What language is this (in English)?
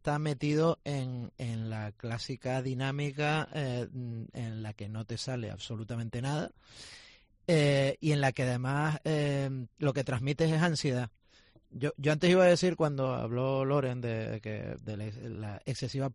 Spanish